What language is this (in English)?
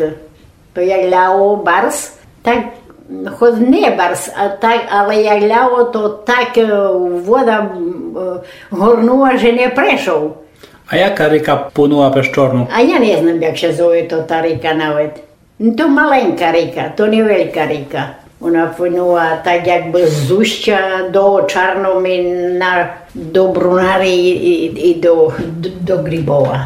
Rusyn